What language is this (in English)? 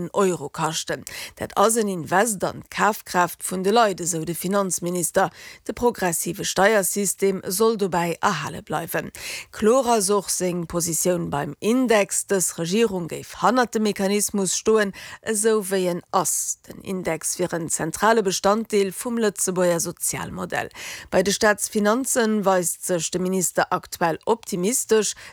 Luxembourgish